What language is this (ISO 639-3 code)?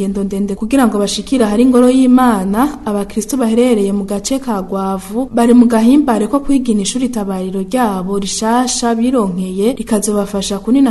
run